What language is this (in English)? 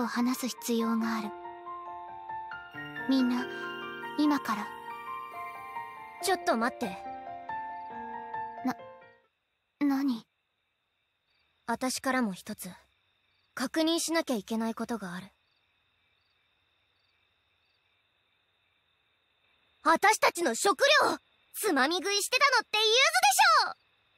Japanese